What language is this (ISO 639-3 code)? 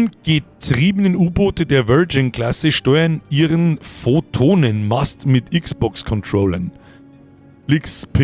bar